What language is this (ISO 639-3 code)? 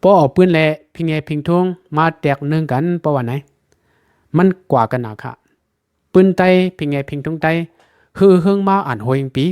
shn